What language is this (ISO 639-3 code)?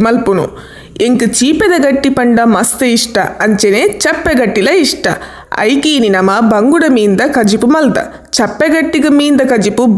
tcy